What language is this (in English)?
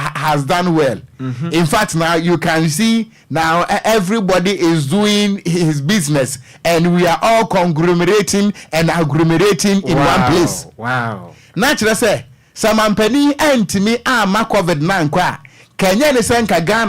Akan